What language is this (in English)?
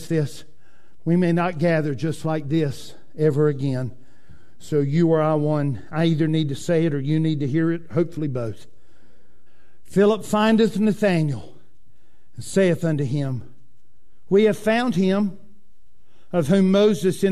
English